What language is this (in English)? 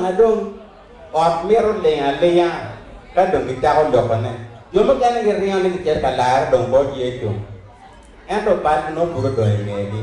Acoli